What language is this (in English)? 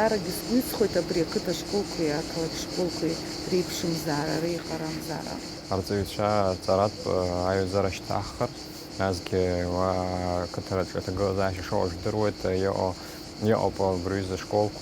Abkhazian